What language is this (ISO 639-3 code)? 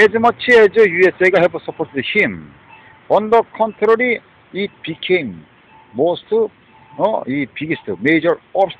kor